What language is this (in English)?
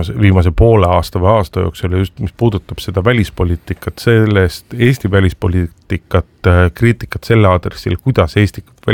Estonian